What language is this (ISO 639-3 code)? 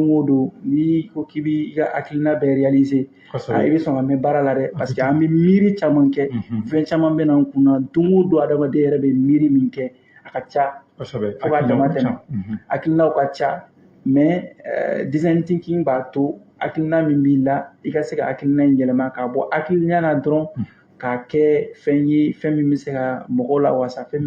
bam